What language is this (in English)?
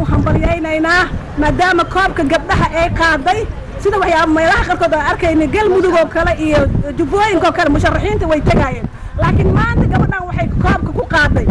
Somali